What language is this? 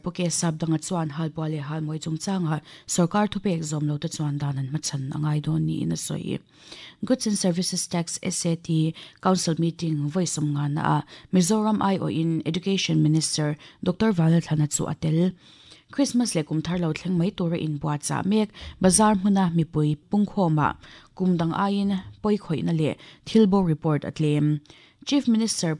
Mizo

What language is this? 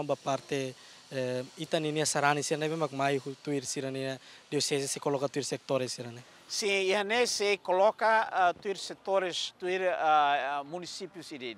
Tetum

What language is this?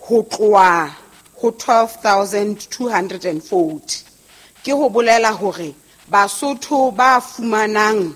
Southern Sotho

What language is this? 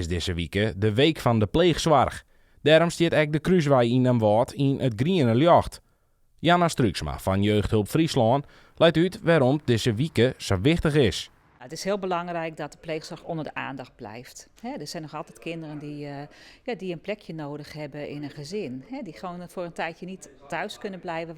Western Frisian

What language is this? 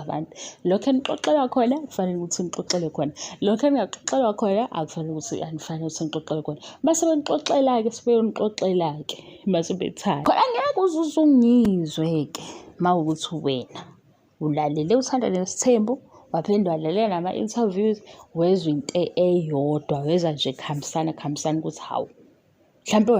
Zulu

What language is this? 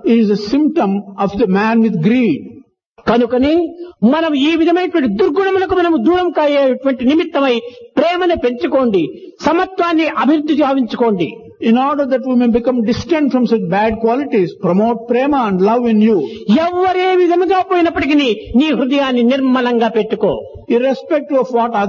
Telugu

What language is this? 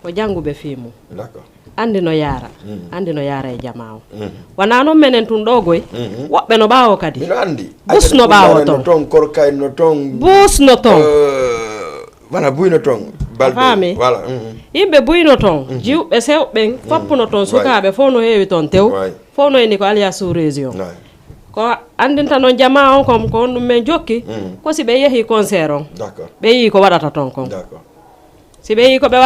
Fula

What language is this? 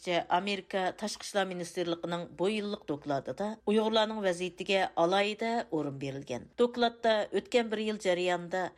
Uyghur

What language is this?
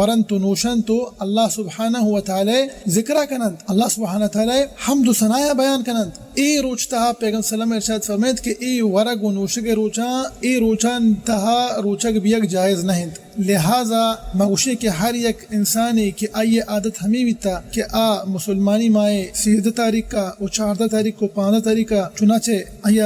Baluchi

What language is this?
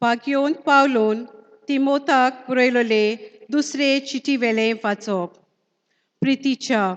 Konkani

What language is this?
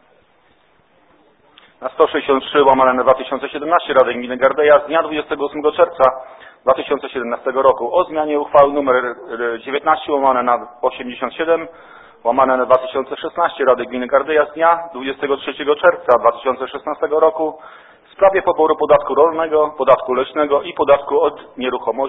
Polish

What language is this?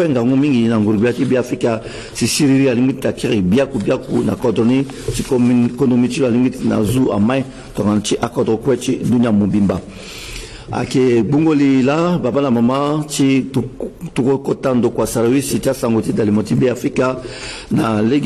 Sango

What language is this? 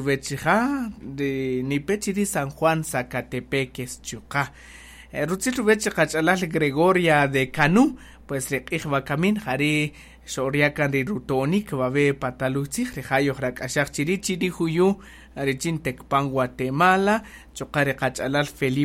Kaqchikel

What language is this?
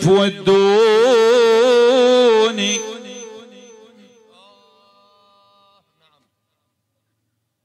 Arabic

